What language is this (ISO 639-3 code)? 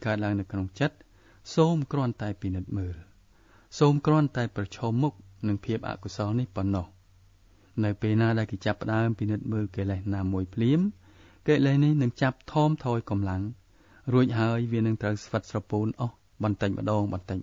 khm